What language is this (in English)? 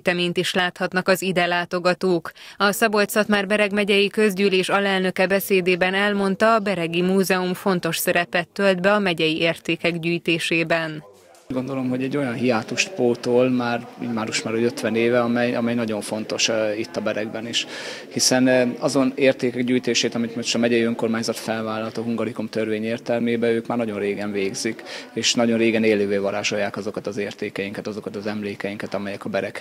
Hungarian